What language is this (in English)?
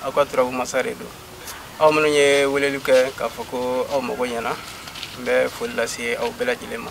Bambara